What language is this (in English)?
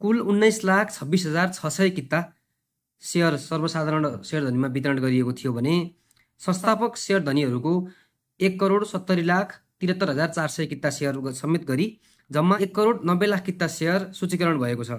Nepali